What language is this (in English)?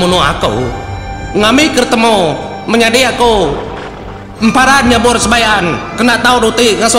Iban